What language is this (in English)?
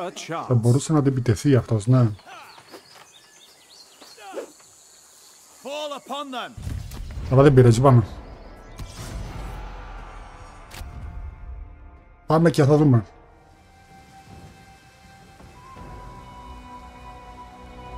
Greek